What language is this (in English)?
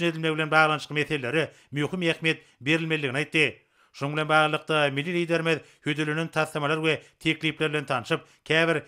Turkmen